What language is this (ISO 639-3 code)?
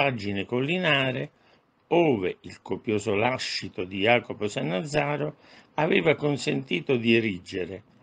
ita